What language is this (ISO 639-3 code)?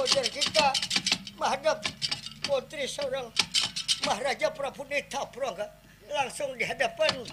bjn